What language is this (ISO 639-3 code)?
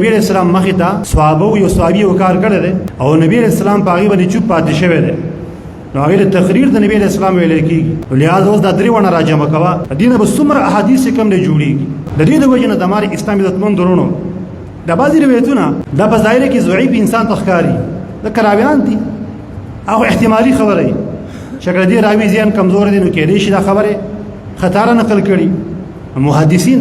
pus